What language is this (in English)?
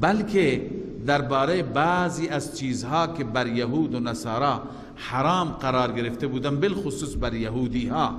Persian